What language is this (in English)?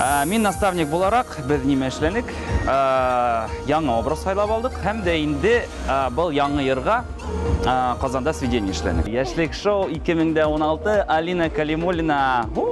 Bashkir